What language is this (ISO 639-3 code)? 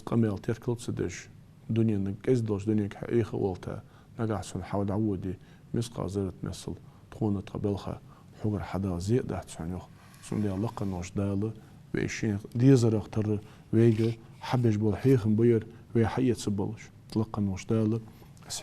inh